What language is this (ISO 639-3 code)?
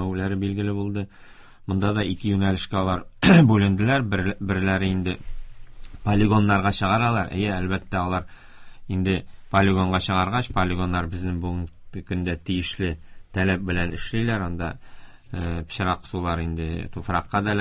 tat